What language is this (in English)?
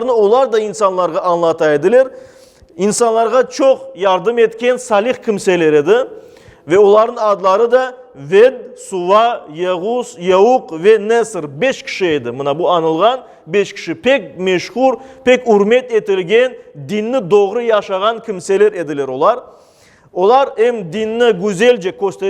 Crimean Tatar